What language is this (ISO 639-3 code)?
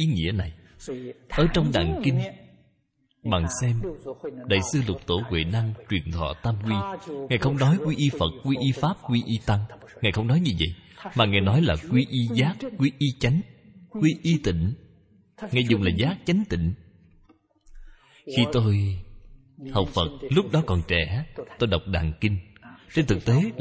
vie